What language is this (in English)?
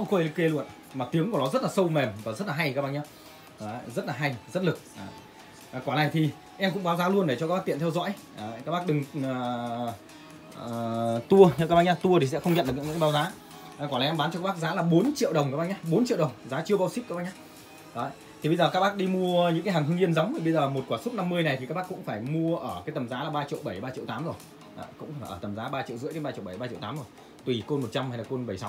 Vietnamese